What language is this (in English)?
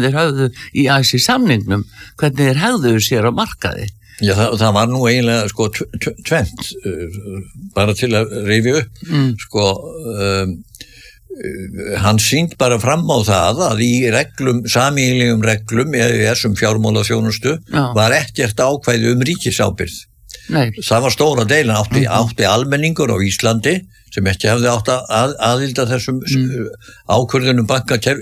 Icelandic